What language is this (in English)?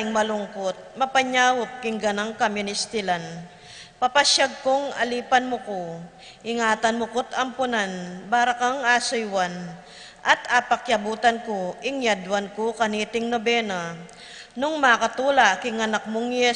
Pampanga